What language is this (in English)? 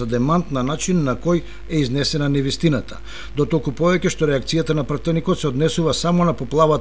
Macedonian